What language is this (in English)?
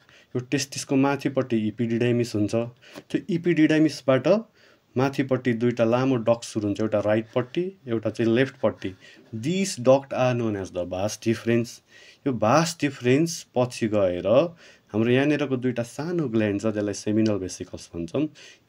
Nepali